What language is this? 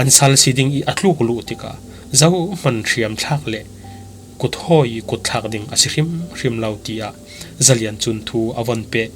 Falam Chin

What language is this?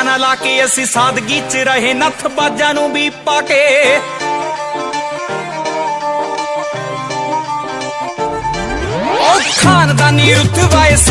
Punjabi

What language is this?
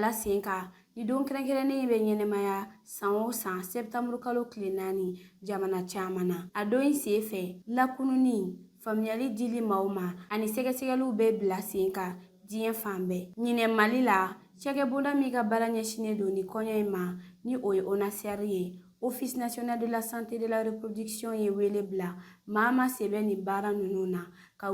Bambara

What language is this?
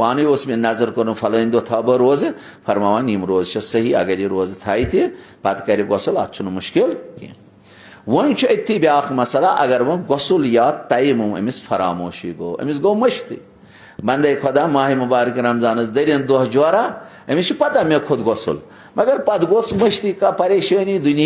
Kashmiri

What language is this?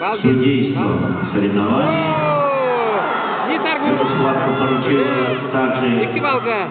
Yakut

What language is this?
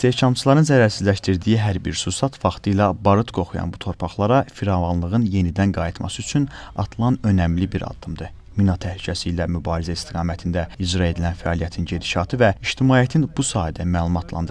Azerbaijani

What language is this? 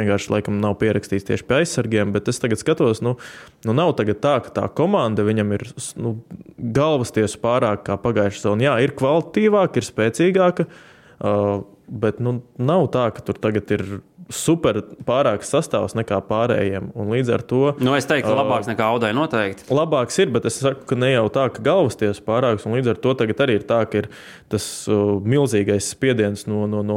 Latvian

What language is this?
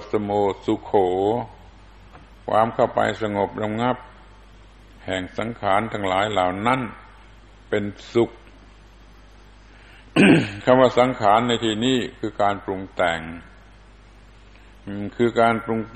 Thai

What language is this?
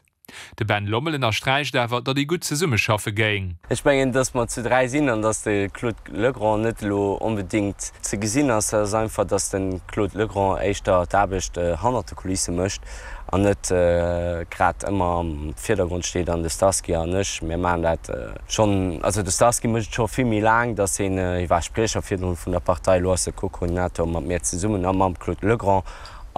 Luxembourgish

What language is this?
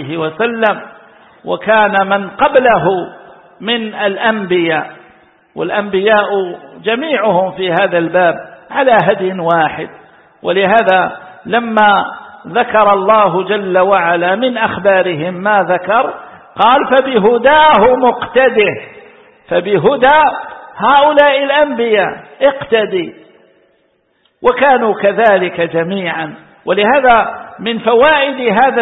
Arabic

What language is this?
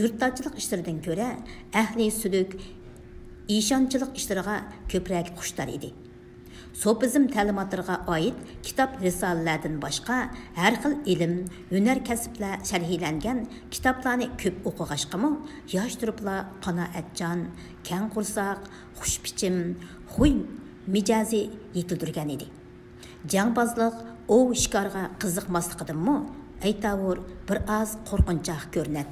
Uyghur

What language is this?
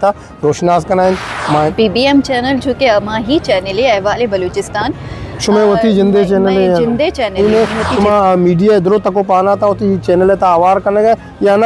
Baluchi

